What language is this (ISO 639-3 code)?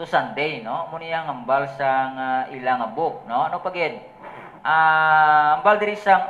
hil